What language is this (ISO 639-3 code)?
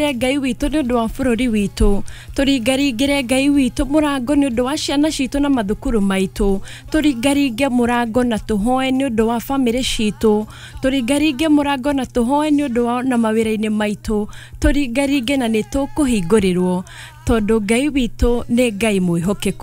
kik